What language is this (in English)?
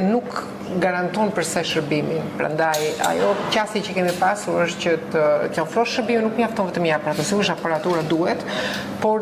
Albanian